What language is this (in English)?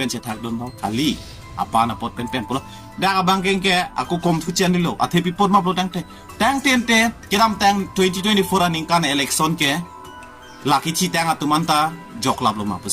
Karbi